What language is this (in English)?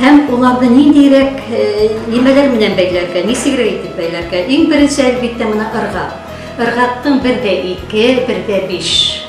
Bashkir